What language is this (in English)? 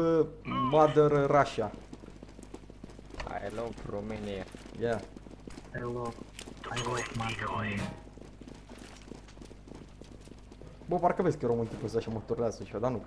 Romanian